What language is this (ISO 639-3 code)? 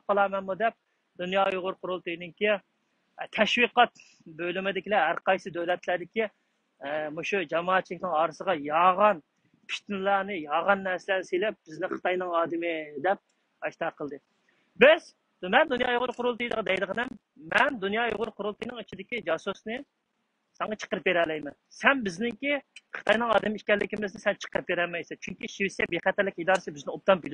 uig